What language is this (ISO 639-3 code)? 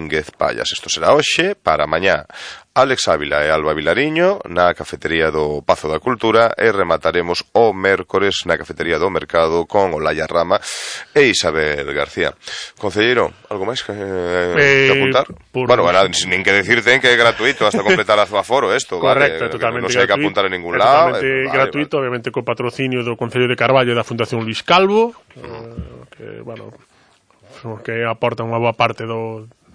glg